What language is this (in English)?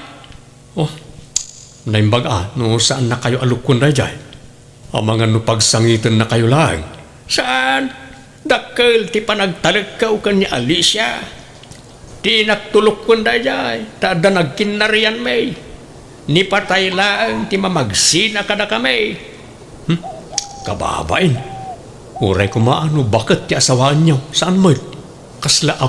Iloko